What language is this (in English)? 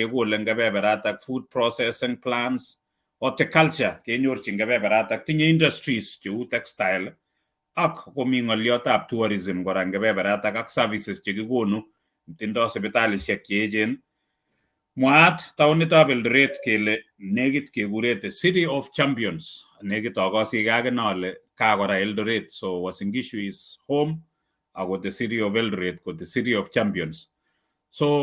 Kalenjin